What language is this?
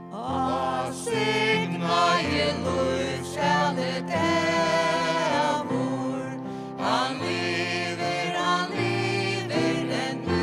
Faroese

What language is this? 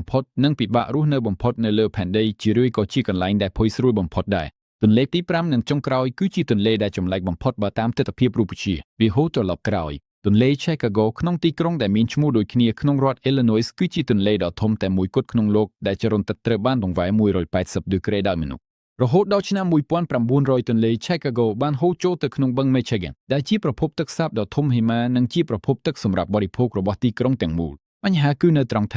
Khmer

